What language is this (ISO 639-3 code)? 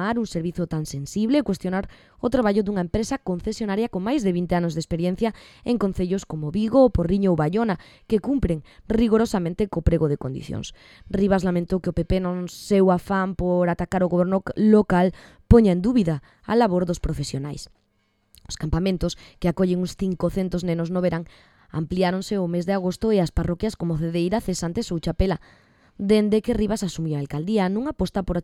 glg